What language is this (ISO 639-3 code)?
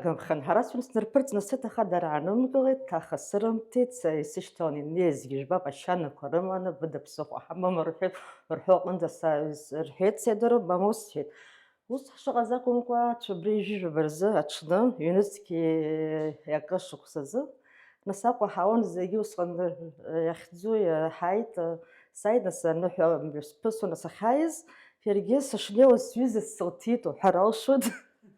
abk